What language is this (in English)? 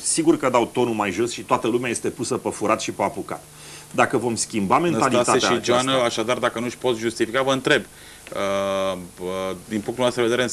Romanian